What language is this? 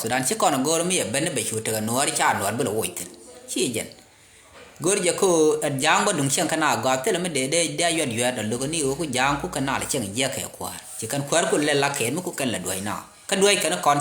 Nuer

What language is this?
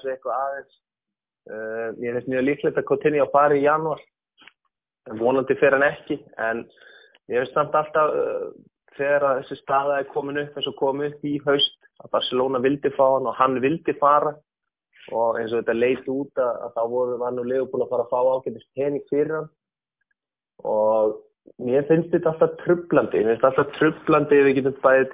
Icelandic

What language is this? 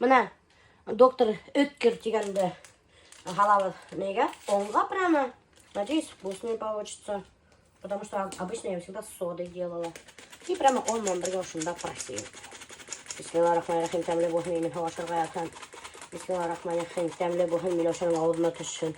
Bashkir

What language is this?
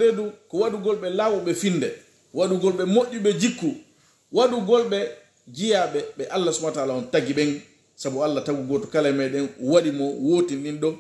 Pular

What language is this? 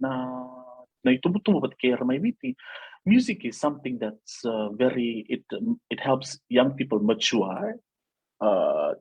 Fijian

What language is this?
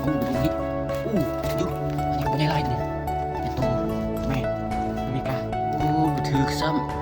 Lao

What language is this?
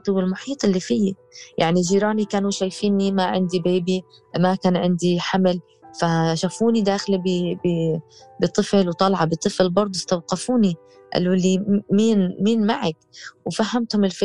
North Levantine Arabic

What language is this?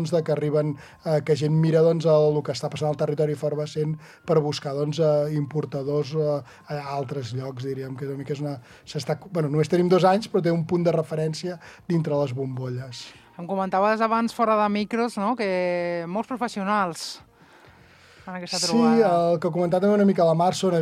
Catalan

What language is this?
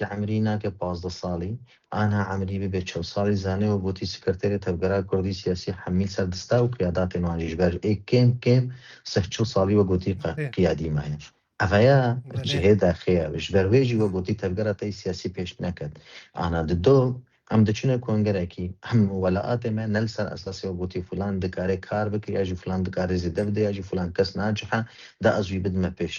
Kurdish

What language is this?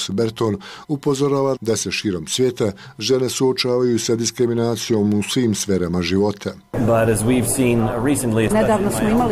Bosnian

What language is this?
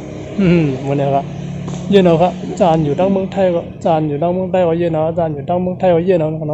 Shan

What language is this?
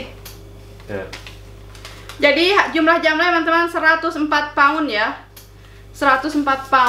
Indonesian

